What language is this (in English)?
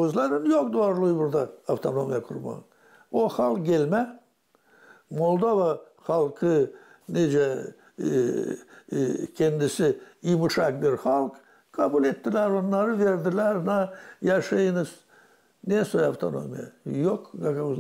Gagauz